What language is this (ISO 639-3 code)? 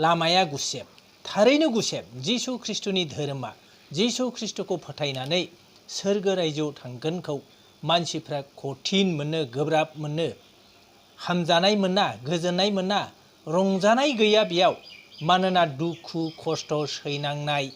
brx